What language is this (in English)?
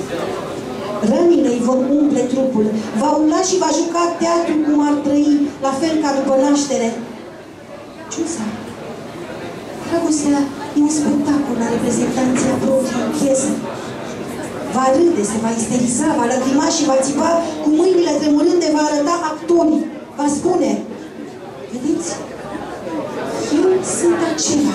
Romanian